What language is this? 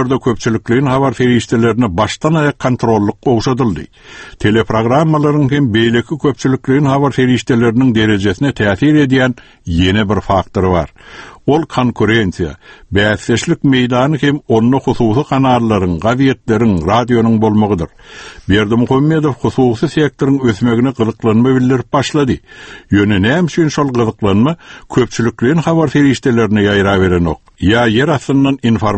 Turkmen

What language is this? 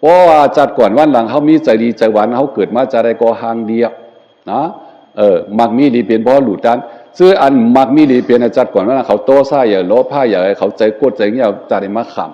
Shan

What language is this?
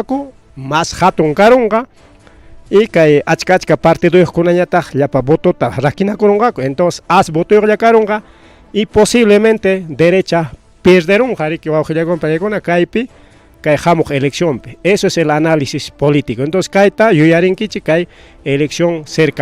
Ayacucho Quechua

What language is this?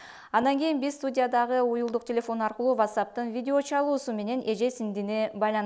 Kyrgyz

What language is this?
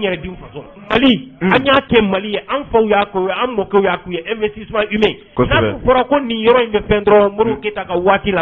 Bambara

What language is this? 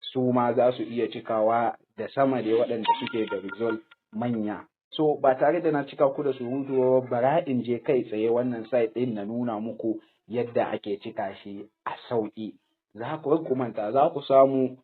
Hausa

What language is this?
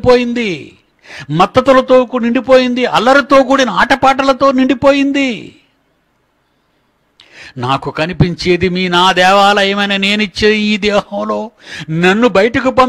Telugu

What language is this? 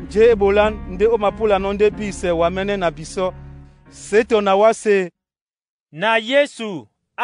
Duala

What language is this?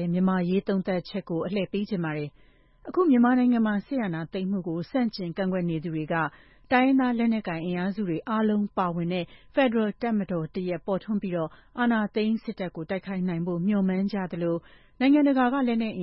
Burmese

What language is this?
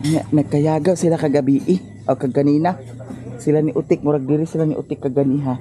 Cebuano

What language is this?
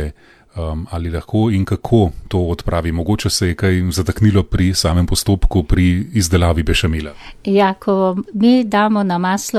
Slovenian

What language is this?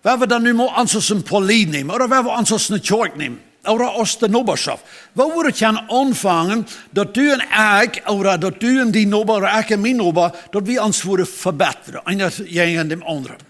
Plautdietsch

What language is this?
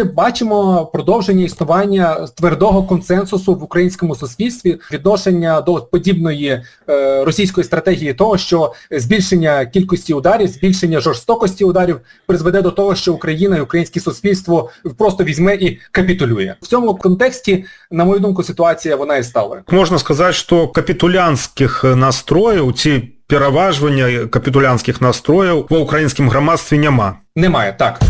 Ukrainian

